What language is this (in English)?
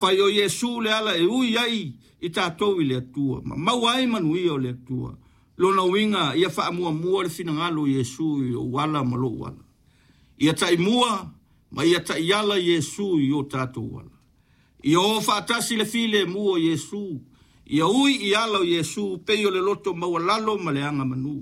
Samoan